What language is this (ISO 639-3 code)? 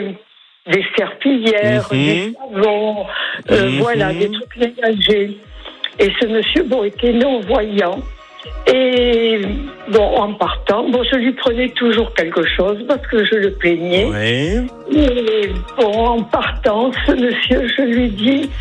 fra